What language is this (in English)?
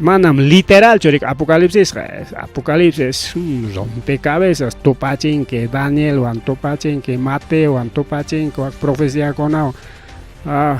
Ayacucho Quechua